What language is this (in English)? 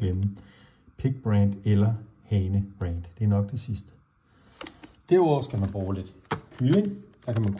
Danish